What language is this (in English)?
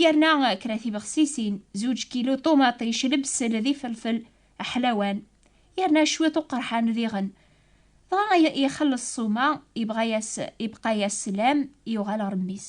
Kabyle